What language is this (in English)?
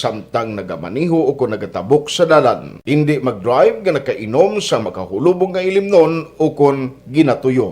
Hiligaynon